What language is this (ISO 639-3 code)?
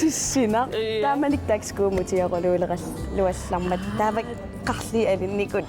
kal